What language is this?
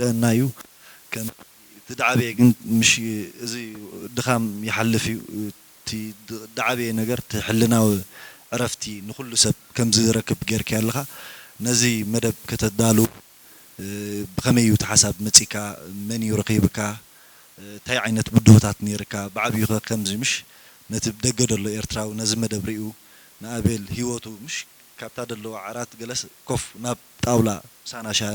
Tigrinya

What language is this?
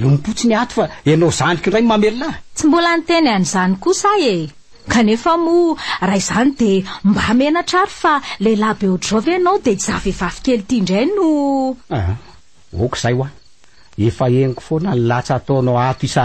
Malagasy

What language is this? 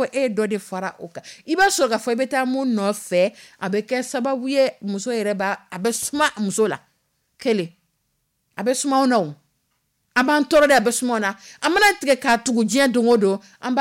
Dyula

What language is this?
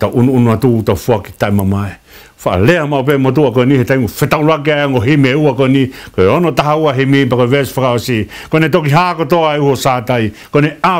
Tongan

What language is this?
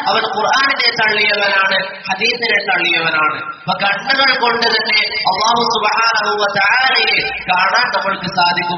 Malayalam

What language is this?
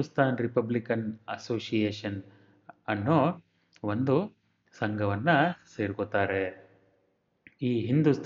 Kannada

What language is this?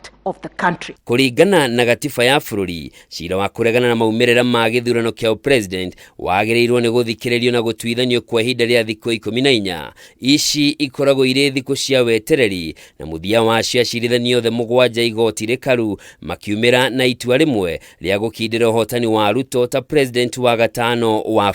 Kikuyu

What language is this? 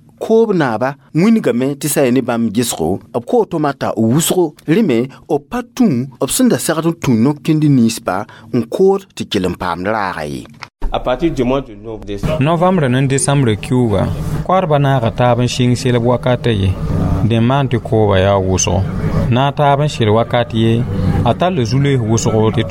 Mossi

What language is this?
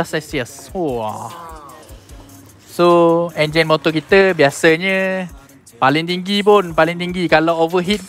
Malay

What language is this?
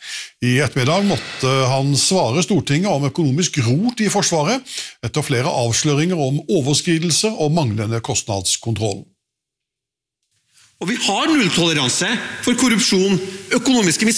Norwegian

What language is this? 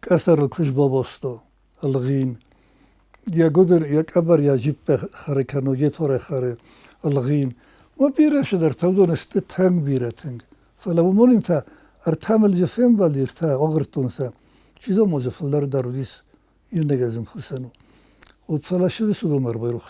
Ossetic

